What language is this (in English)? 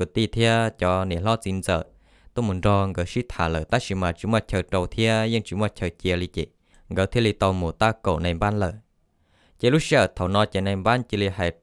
Hmong